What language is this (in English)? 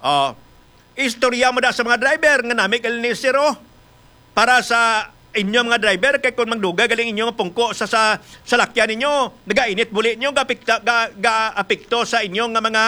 Hiligaynon